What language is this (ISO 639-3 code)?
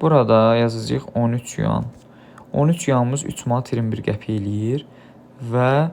aze